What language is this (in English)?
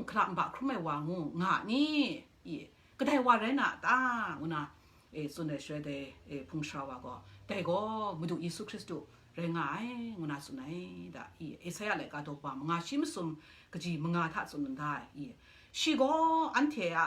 Kachin